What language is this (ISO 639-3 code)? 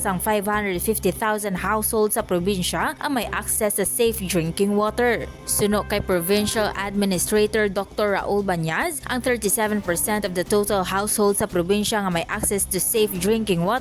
hil